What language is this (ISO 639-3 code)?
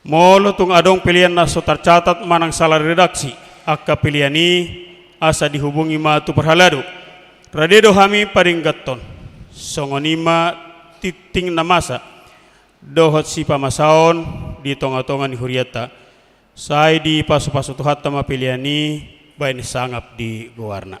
bbc